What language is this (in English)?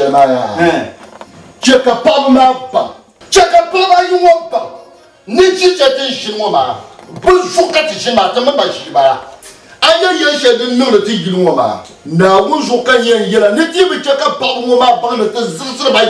Dagbani